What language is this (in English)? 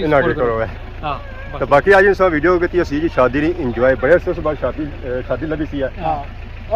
Pahari-Potwari